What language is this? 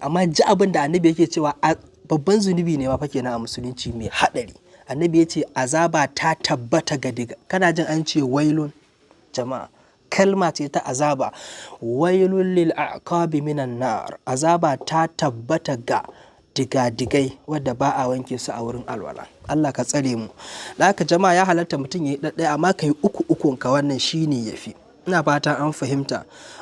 Hausa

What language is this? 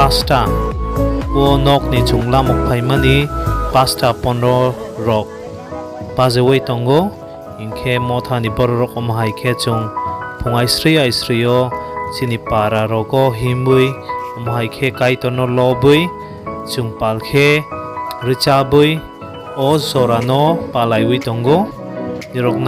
Kok Borok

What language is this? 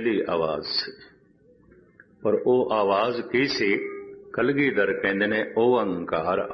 Punjabi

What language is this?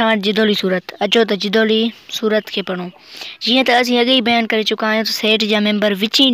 Sindhi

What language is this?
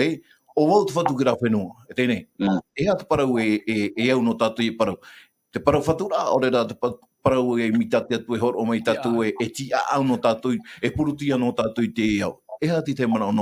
Tahitian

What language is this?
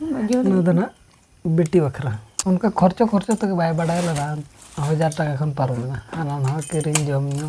Santali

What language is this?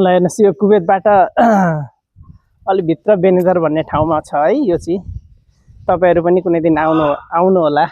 Nepali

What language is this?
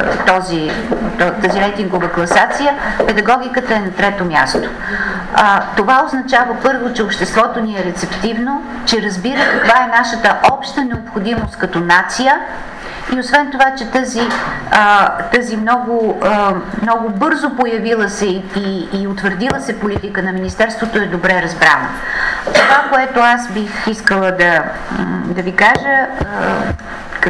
Bulgarian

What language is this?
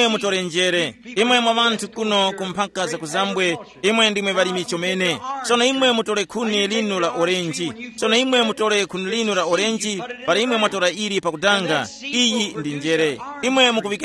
Tumbuka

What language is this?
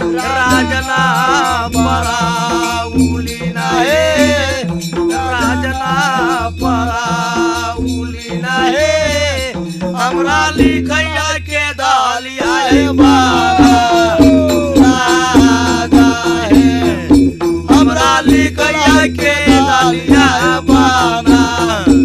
Bhojpuri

